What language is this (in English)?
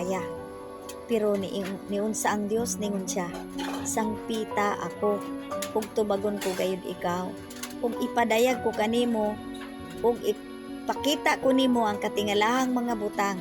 Cebuano